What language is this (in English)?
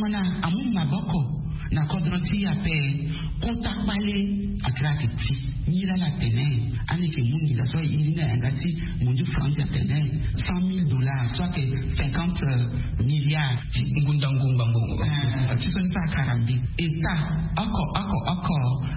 Sango